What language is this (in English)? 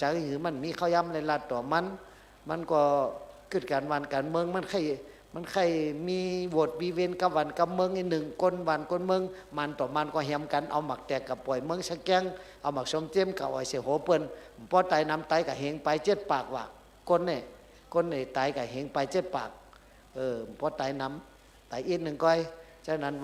Shan